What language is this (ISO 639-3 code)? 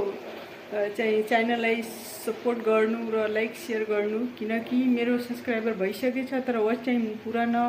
nep